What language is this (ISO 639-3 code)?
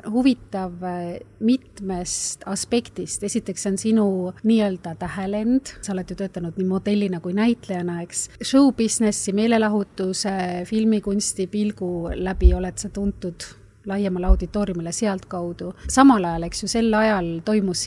est